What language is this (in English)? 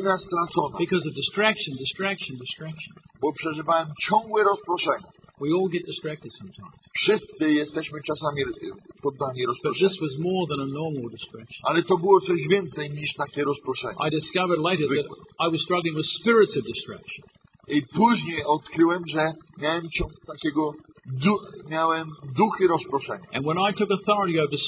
Polish